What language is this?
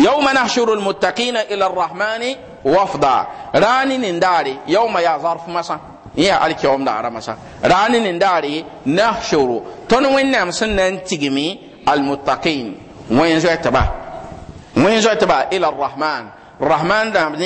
Mossi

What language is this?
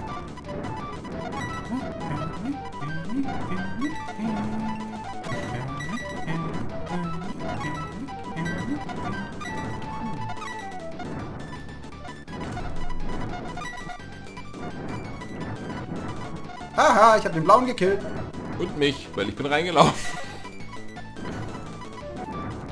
German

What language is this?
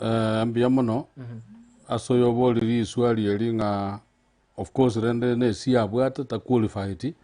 Gusii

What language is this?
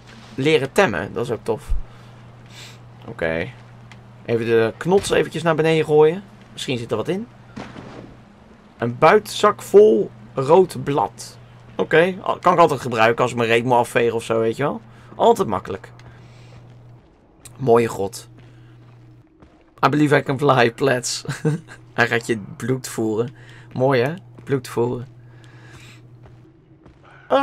Dutch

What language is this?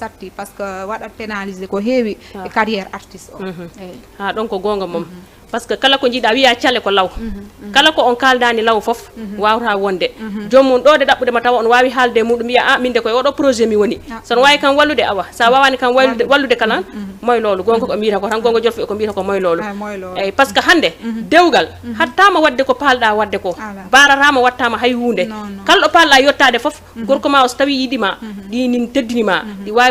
Fula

